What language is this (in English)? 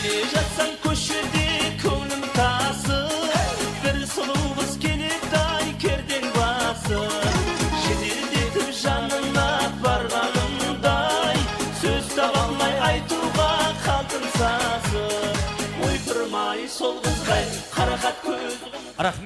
Kara-Kalpak